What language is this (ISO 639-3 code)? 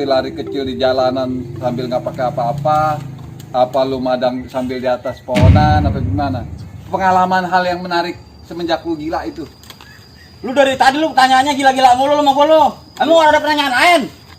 bew